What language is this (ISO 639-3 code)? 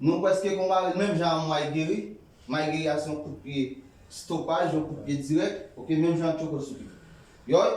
hat